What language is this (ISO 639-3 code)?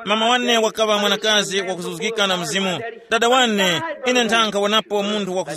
tum